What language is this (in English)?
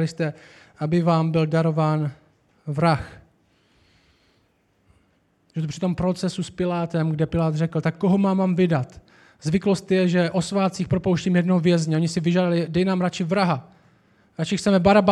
Czech